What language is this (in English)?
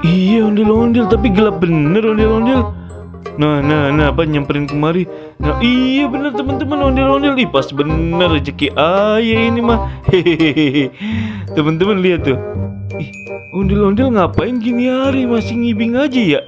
Betawi